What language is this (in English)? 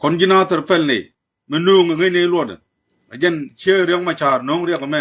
Nuer